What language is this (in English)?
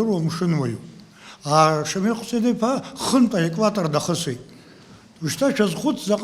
Abkhazian